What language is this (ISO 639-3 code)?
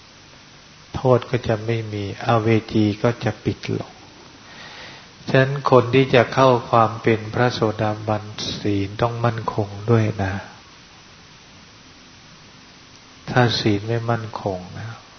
tha